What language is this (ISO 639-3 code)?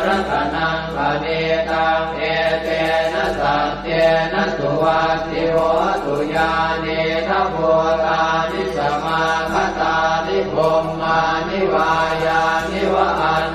pli